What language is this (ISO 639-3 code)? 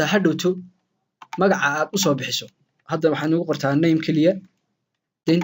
som